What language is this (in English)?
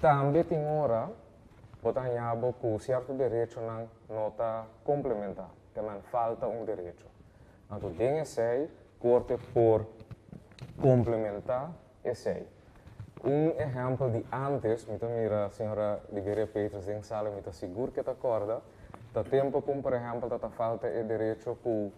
Papiamento